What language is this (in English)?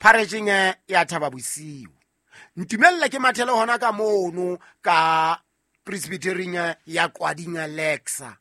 Southern Sotho